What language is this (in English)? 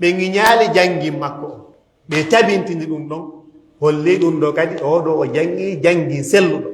Fula